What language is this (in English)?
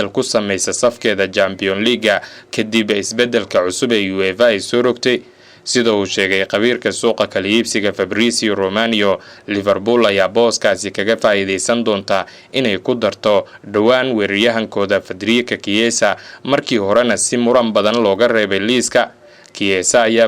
Somali